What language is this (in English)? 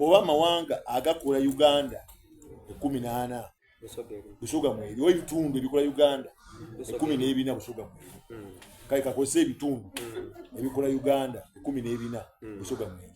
Soga